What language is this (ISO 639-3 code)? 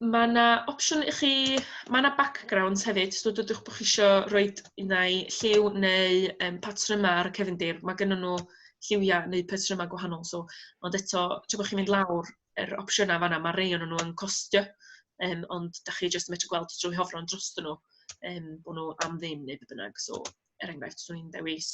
cym